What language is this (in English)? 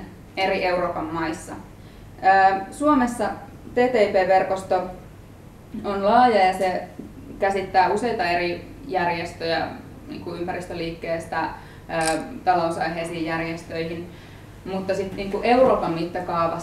Finnish